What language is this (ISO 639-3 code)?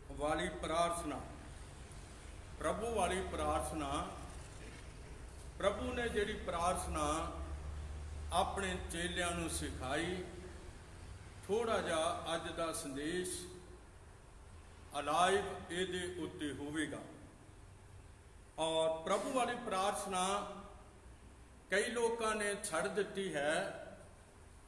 pan